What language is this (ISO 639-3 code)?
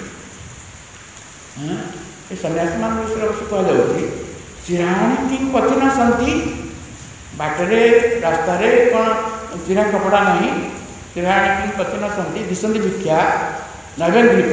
ori